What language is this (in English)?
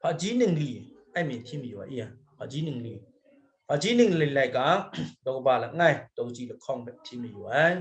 Kachin